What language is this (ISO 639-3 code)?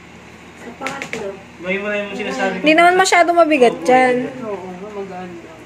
fil